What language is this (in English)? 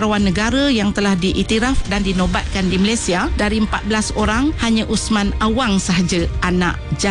Malay